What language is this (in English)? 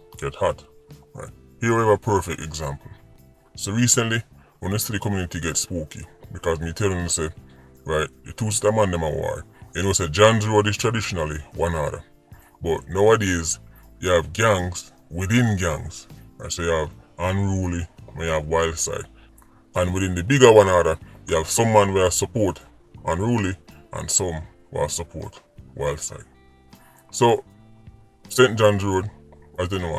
Jamaican Creole English